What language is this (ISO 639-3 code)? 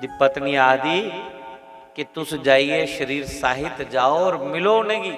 doi